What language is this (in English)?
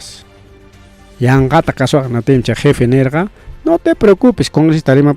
Ayacucho Quechua